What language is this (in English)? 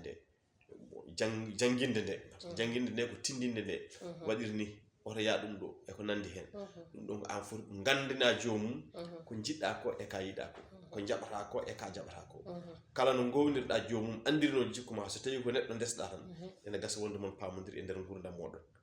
Fula